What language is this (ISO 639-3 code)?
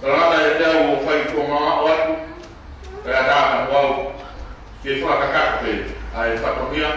ton